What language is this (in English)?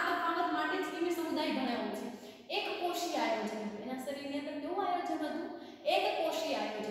Gujarati